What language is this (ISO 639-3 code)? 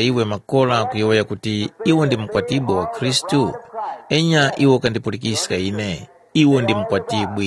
tum